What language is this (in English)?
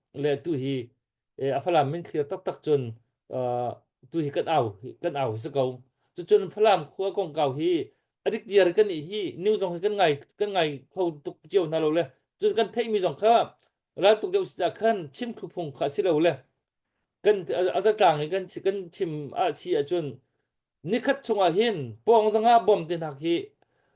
Hakha Chin